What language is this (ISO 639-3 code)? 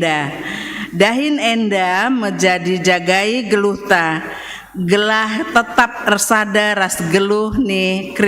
btx